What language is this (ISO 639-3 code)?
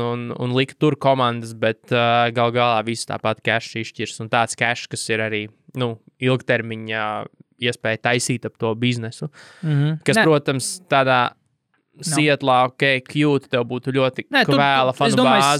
lav